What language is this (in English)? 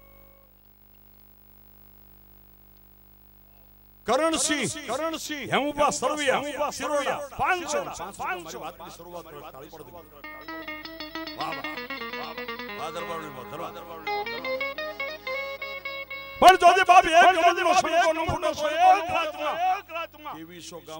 Gujarati